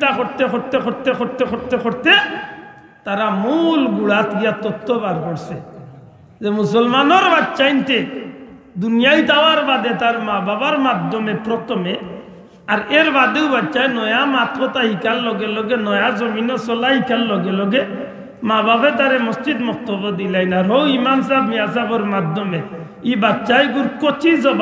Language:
Sylheti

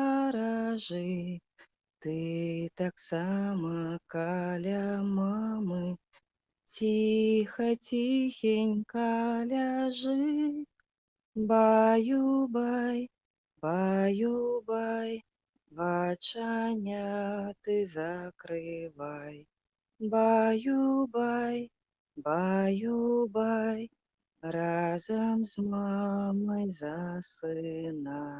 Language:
Belarusian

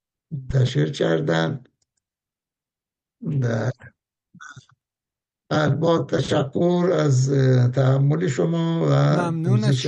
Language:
Persian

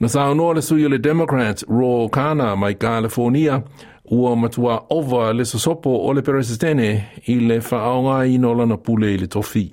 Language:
Samoan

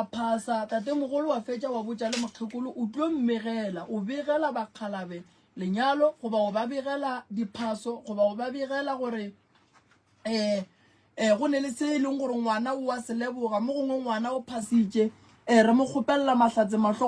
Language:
Northern Sotho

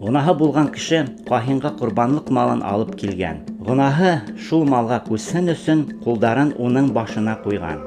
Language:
Bashkir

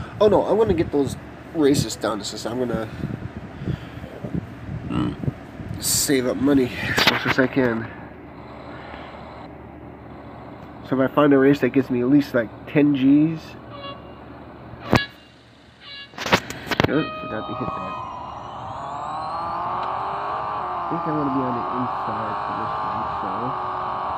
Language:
English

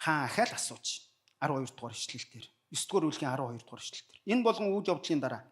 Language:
Mongolian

